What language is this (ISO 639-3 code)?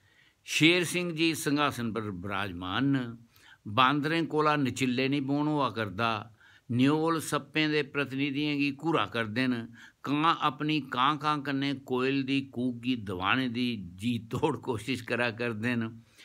doi